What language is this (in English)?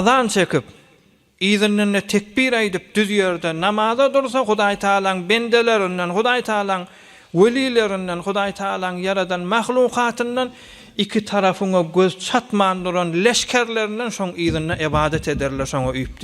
Turkmen